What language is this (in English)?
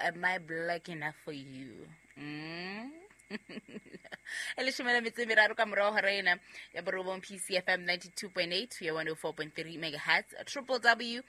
Southern Sotho